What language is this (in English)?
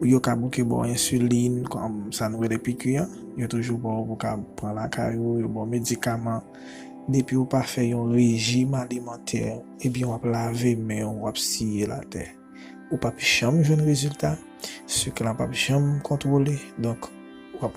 Haitian Creole